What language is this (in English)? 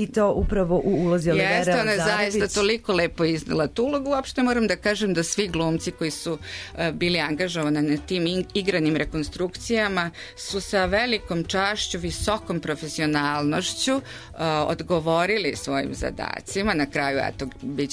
Serbian